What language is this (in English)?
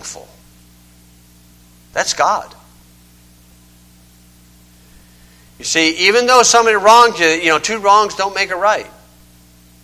English